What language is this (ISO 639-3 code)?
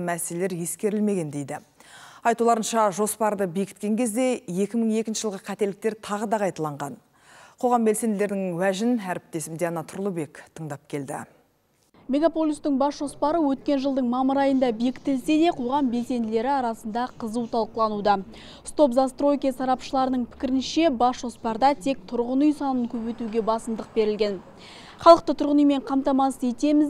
kaz